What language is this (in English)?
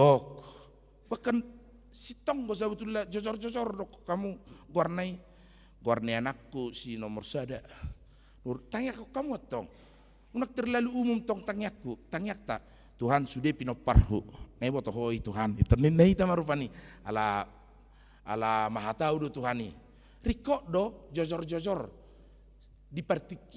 Batak Toba